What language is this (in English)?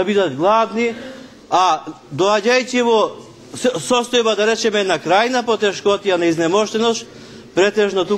Macedonian